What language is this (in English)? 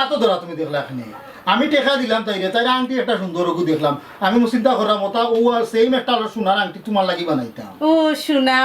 Sylheti